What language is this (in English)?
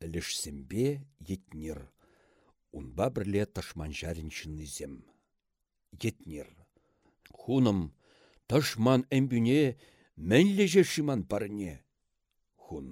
Chuvash